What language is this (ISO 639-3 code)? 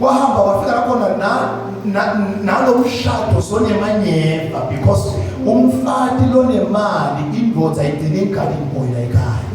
zul